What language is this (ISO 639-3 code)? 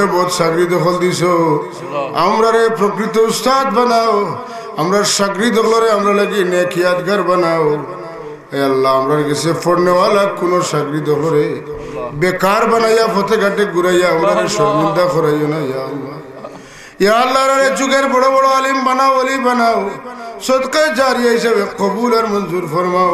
syl